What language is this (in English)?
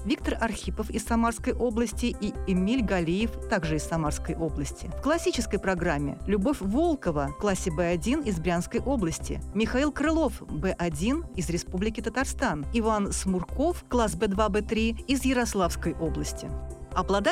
Russian